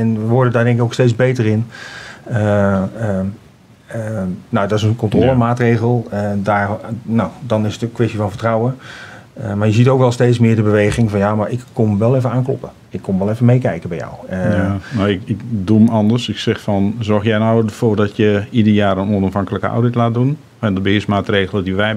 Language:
Dutch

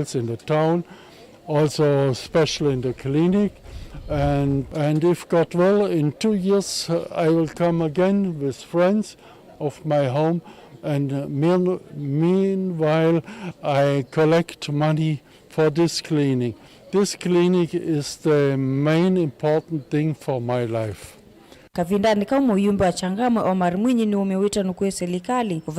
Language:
Kamba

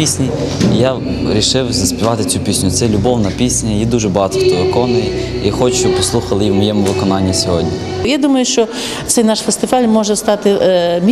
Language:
Ukrainian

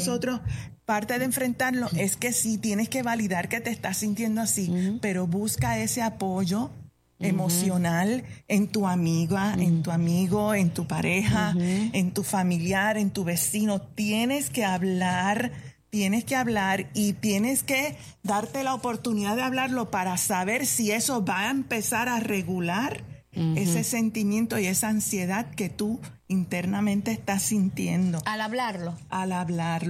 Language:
Spanish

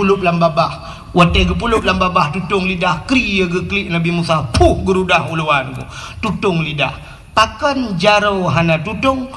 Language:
Achinese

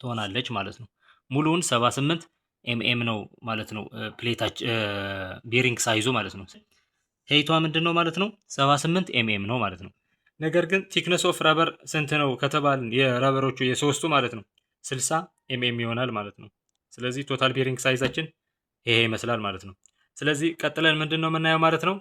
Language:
Amharic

